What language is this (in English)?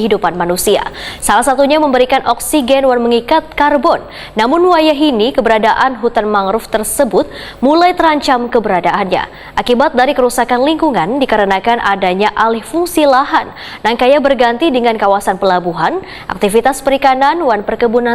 Banjar